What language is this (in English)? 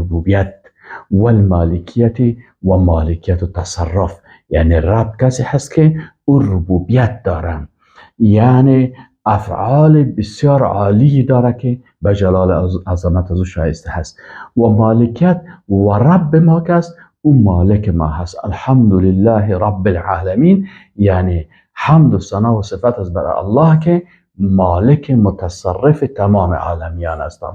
Persian